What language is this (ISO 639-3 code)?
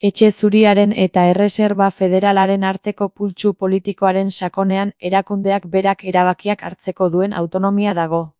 eus